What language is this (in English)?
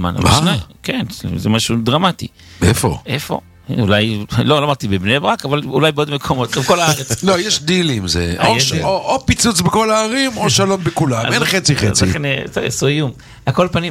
Hebrew